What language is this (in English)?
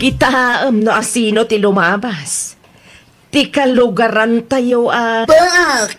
Iloko